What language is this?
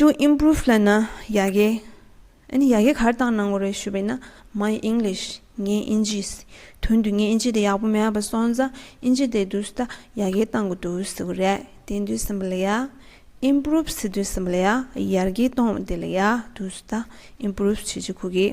Tibetan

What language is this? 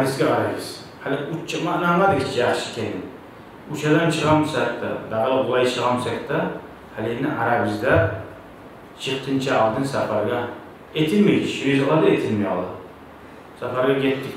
Kumyk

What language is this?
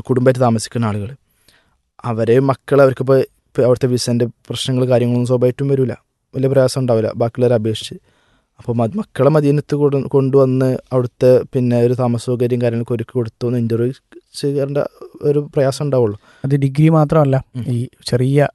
Malayalam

